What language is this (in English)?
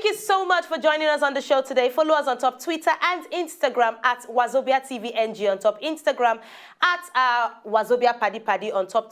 Nigerian Pidgin